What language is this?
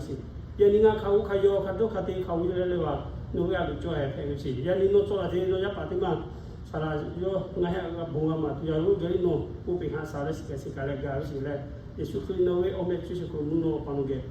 Lahu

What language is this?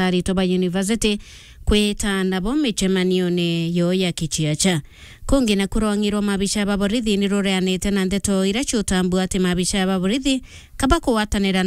Meru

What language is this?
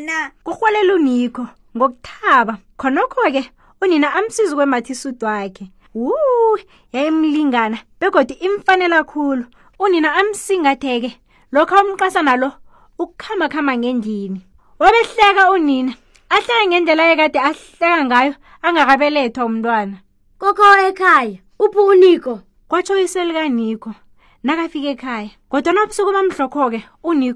South Ndebele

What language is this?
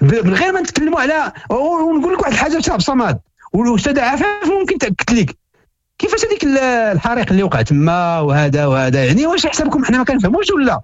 Moroccan Arabic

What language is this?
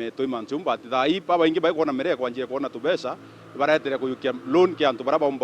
Meru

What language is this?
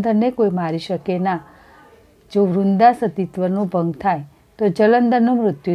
Gujarati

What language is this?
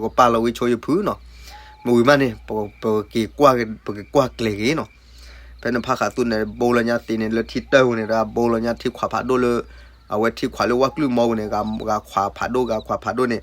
S'gaw Karen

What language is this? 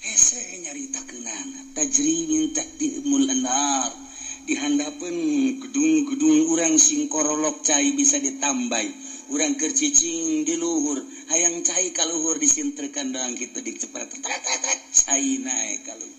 Sundanese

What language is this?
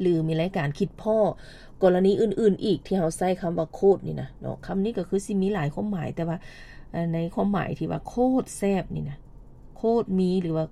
Lao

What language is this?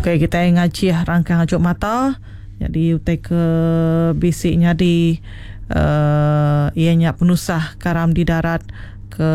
Iban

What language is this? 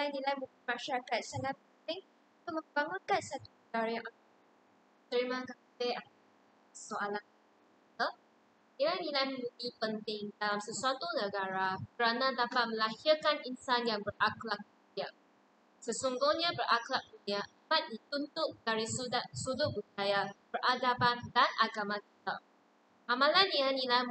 Malay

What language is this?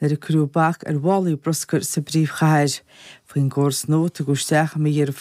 Irish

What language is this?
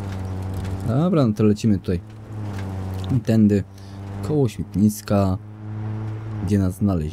Polish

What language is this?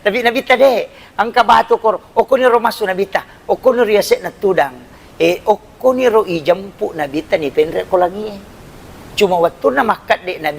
Buginese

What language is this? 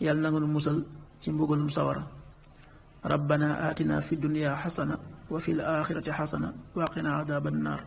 Wolof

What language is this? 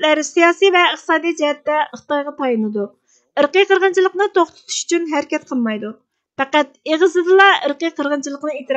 Uyghur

